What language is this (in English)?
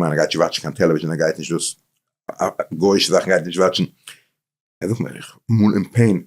Yiddish